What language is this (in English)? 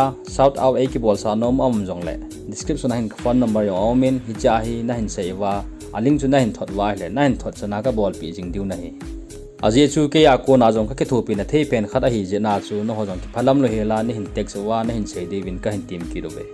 Thado Chin